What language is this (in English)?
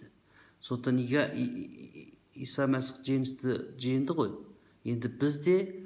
Kazakh